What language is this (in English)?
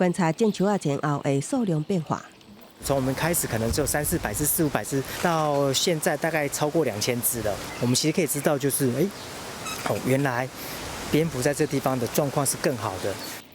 Min Nan Chinese